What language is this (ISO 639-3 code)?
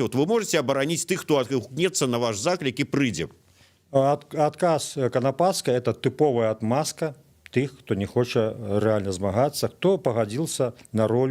bel